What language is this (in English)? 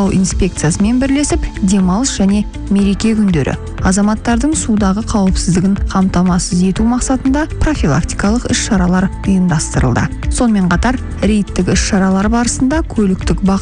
Kazakh